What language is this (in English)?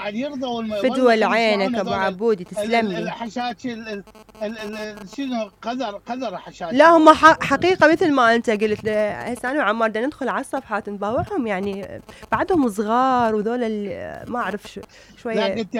Mesopotamian Arabic